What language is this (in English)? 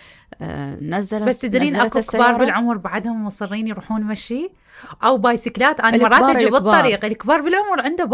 Mesopotamian Arabic